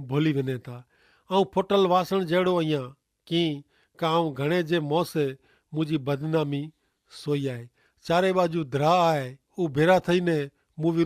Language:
Kachhi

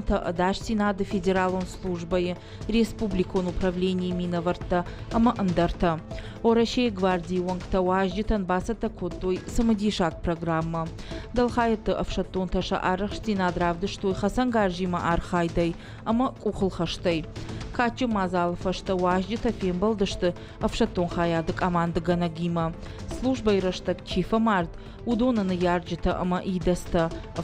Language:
Ossetic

